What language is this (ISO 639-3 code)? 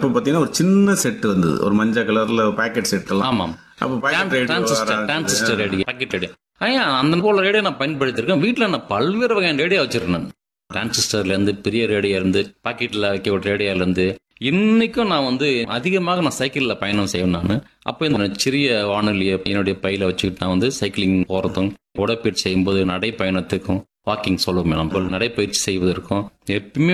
tam